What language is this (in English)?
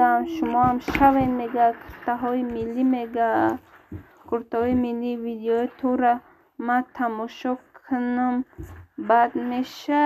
Tajik